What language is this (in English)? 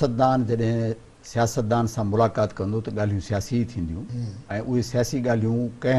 Sindhi